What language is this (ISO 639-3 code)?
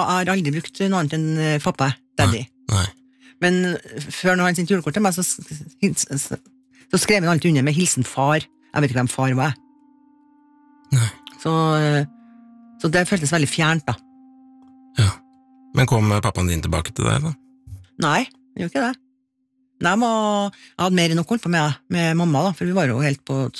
nor